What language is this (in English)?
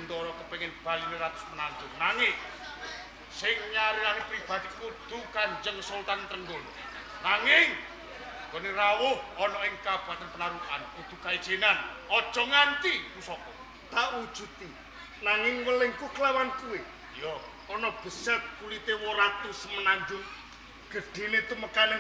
Javanese